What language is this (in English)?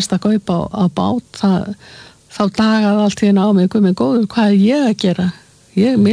Icelandic